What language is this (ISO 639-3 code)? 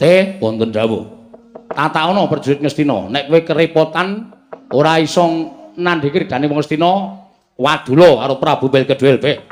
jav